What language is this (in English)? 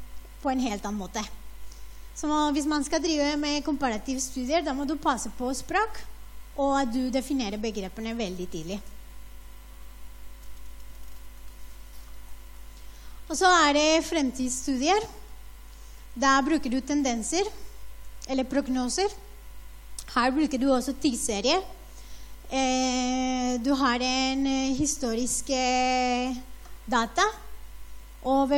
Norwegian